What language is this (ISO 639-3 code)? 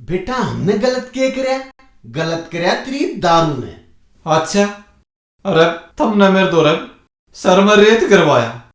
bgc